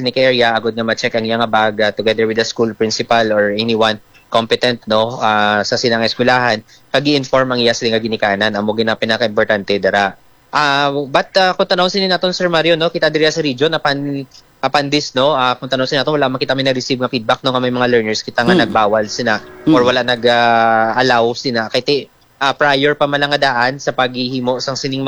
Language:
Hiligaynon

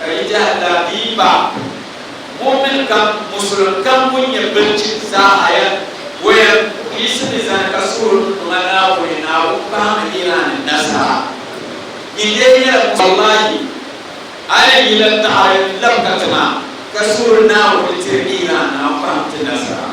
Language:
Dagbani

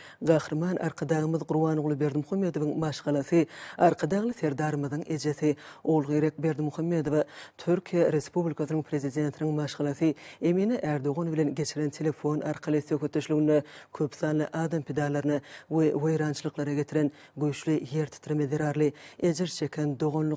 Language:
Turkmen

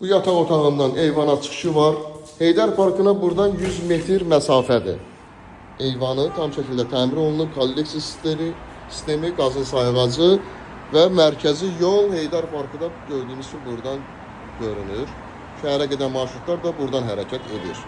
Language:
Azerbaijani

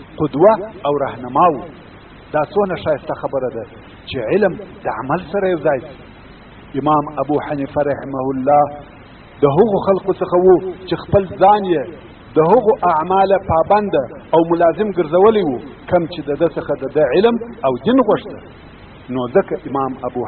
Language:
Pashto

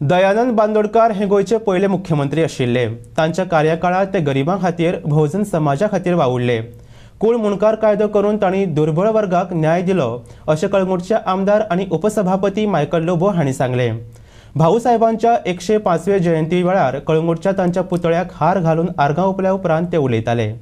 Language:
Konkani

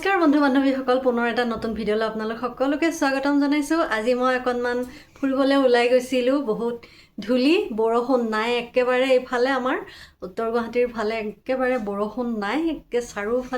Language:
Assamese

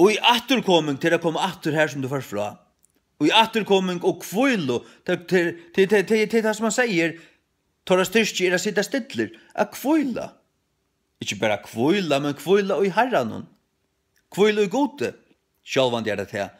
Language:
Faroese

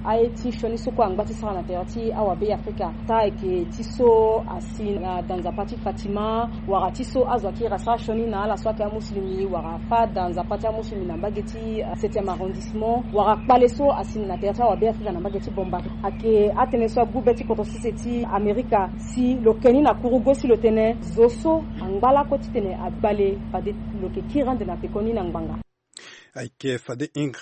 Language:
Sango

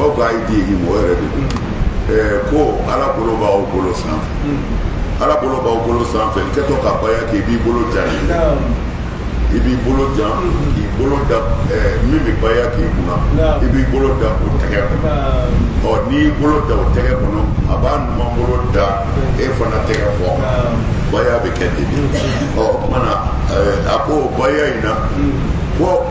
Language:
Bambara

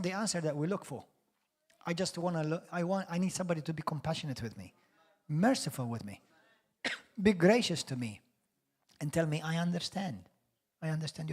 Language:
English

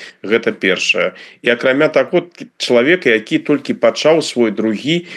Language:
Belarusian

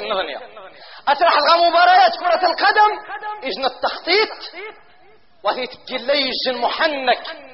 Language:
Arabic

